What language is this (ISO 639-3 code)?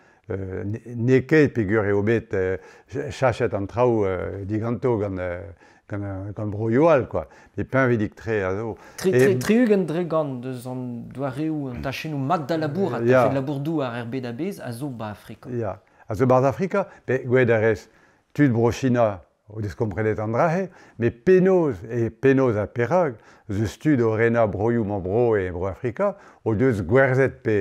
bre